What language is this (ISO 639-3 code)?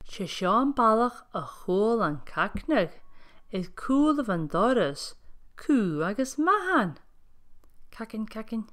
gla